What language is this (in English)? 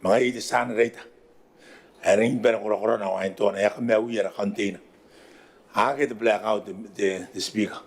Gilbertese